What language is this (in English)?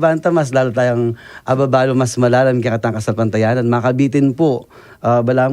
Pampanga